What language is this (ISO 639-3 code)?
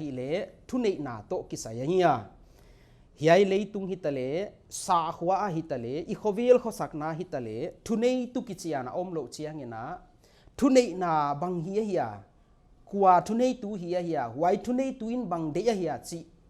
pck